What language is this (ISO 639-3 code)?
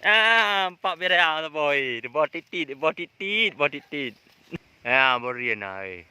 ace